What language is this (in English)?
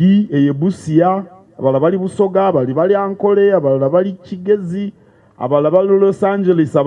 Ganda